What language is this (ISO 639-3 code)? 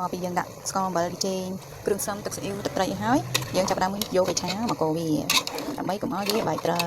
khm